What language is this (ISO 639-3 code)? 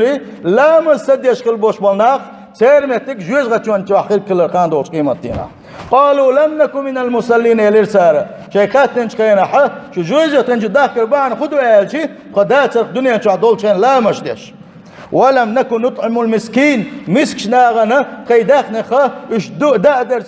che